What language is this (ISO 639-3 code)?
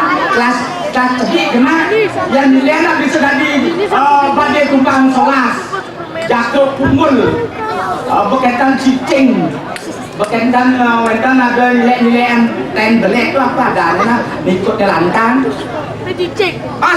ban